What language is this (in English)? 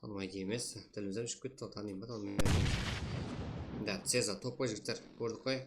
Kara-Kalpak